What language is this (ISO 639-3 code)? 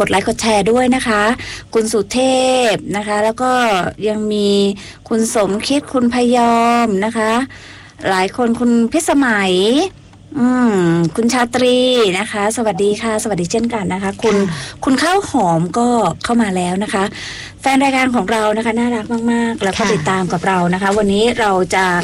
tha